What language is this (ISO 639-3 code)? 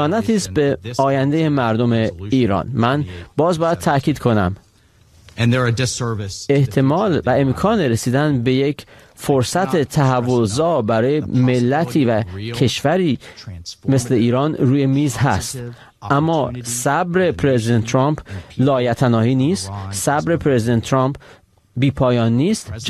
fas